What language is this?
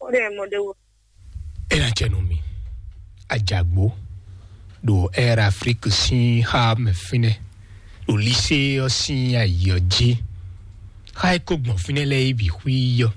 Fon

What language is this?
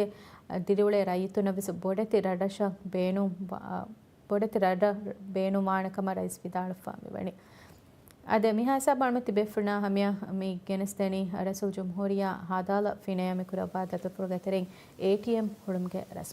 Divehi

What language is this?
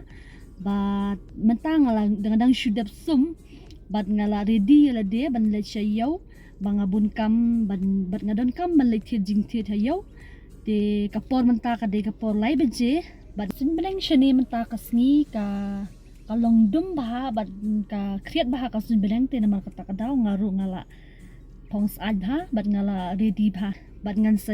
Khasi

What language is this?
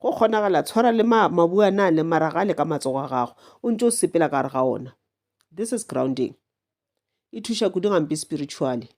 Northern Sotho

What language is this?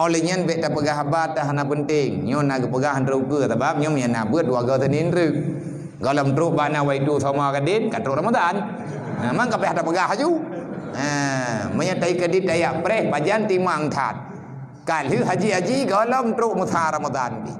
Achinese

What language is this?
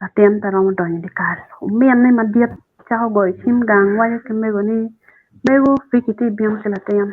Acoli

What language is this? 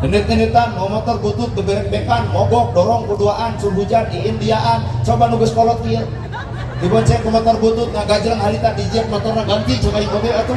Sundanese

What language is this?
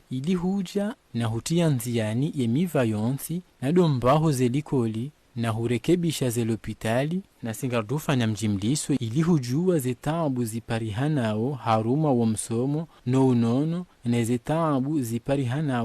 Ngazidja Comorian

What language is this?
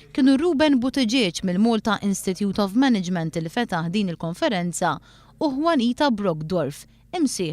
Maltese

